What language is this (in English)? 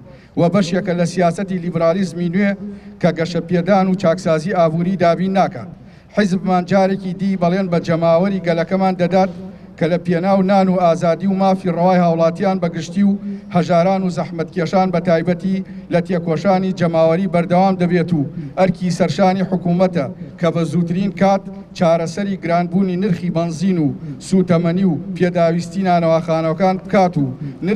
Central Kurdish